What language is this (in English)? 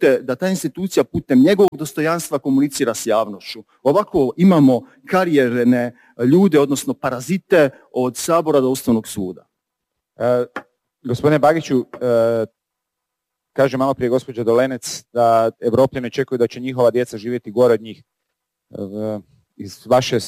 Croatian